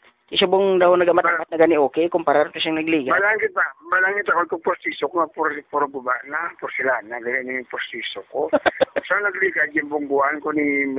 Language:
Hiligaynon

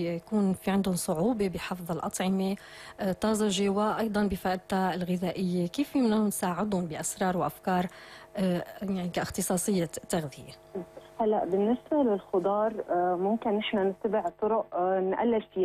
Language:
North Levantine Arabic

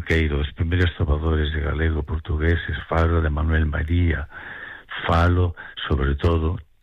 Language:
Galician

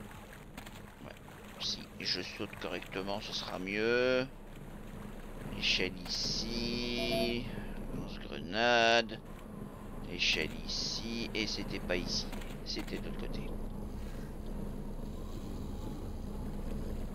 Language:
French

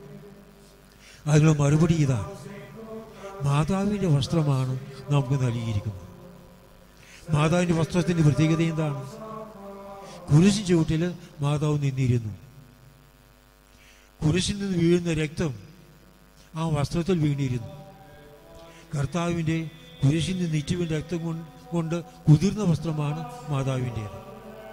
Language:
Malayalam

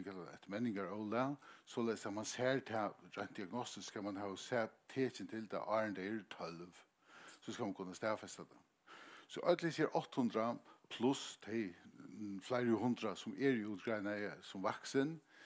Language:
Faroese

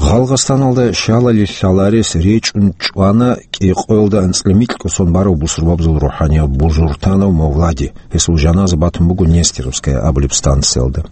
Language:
Avaric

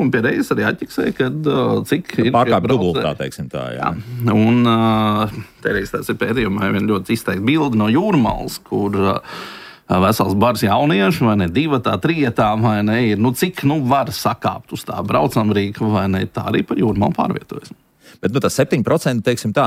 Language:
Latvian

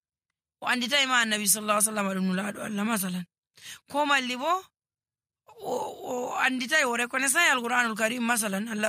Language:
Nigerian Fulfulde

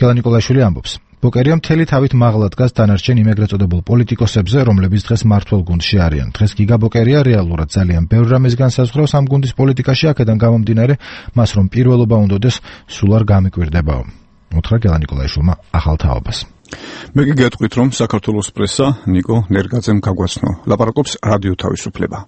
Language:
Georgian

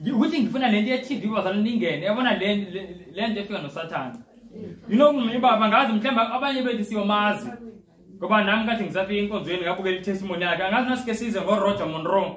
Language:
Zulu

